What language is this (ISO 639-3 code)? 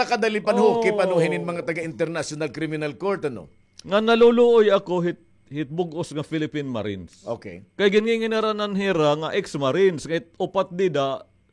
war